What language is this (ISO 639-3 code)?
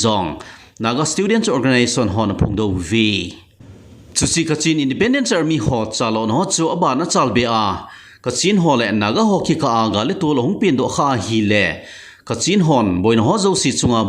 tcz